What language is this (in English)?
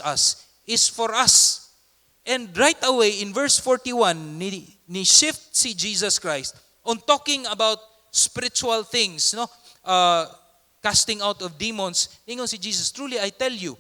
Cebuano